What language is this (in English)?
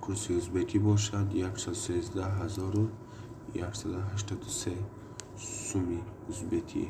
Tajik